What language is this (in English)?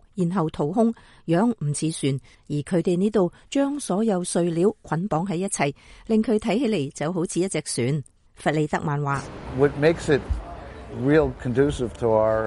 Cantonese